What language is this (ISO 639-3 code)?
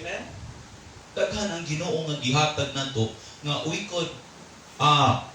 ceb